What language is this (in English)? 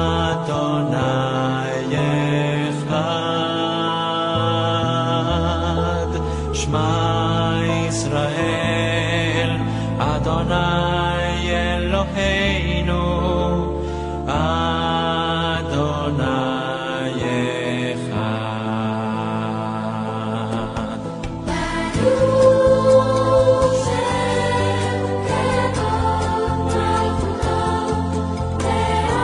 Hebrew